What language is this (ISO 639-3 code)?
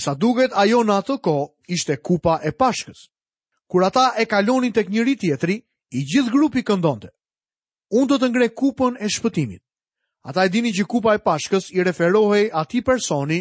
sqi